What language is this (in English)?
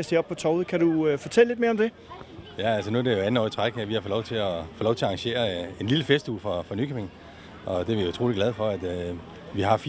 Danish